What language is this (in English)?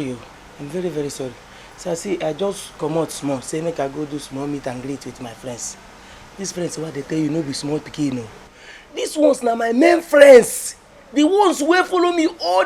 Nigerian Pidgin